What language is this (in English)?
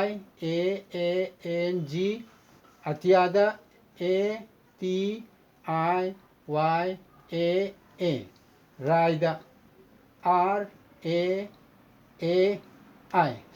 Manipuri